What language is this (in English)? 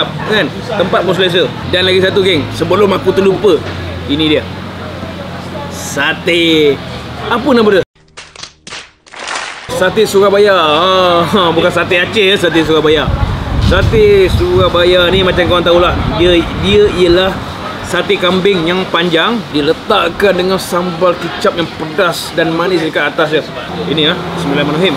Malay